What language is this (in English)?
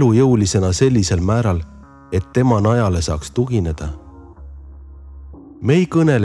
Estonian